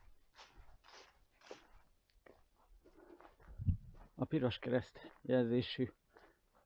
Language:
Hungarian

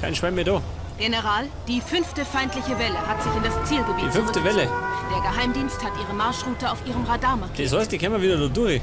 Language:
Bavarian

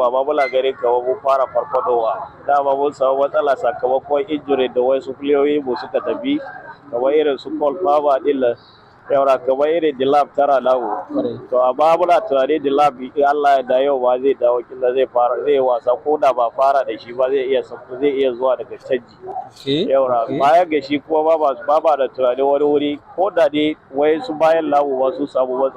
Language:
Hausa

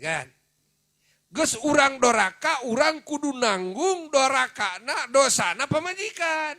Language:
Sundanese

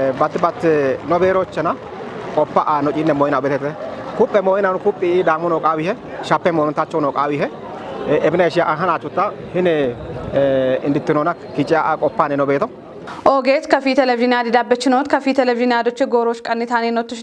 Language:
Kafa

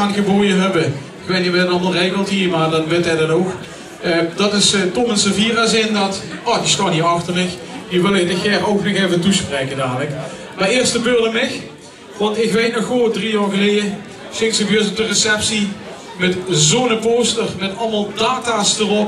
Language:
Limburgish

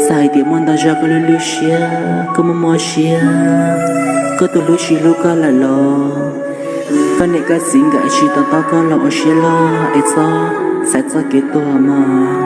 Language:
Hmong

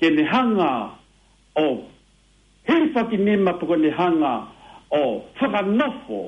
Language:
Tongan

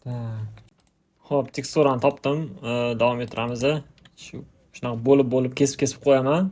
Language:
Uzbek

